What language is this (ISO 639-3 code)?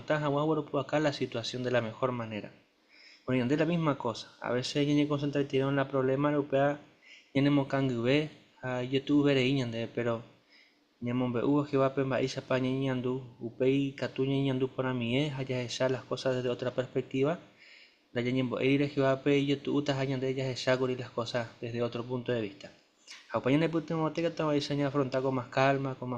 grn